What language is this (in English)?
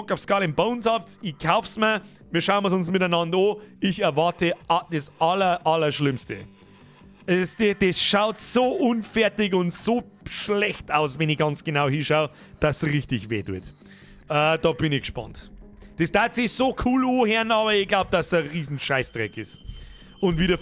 Bavarian